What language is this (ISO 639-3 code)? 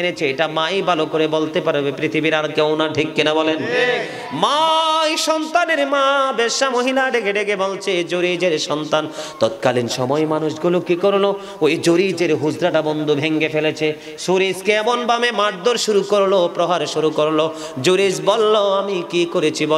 ben